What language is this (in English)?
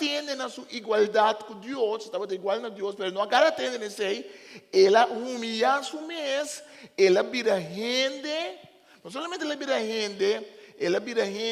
Papiamento